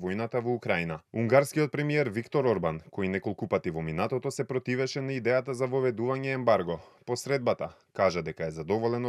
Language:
Macedonian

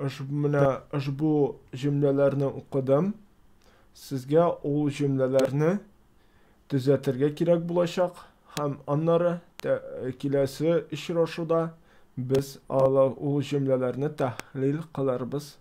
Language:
Tatar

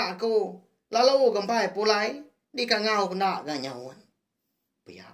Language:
Iban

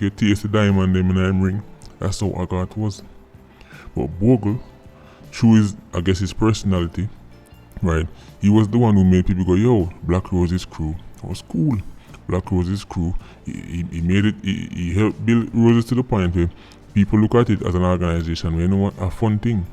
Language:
Jamaican Creole English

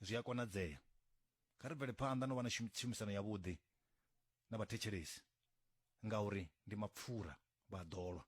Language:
Venda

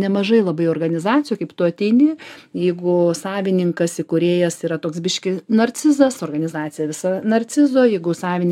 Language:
Lithuanian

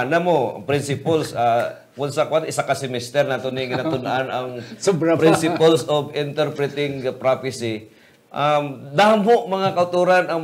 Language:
Hiligaynon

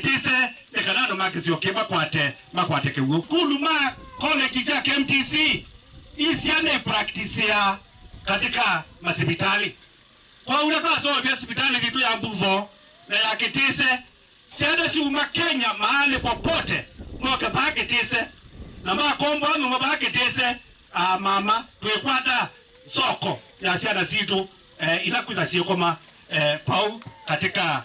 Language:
Kamba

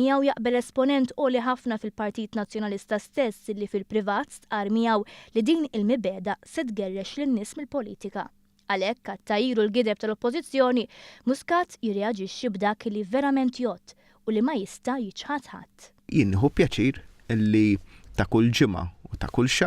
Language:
Maltese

